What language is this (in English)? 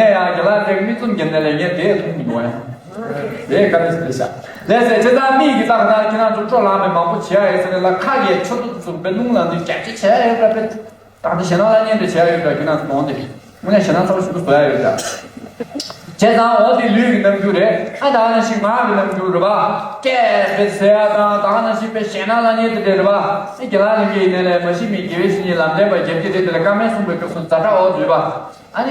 Tibetan